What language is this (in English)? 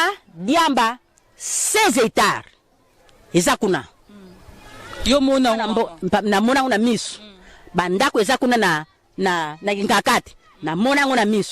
Lingala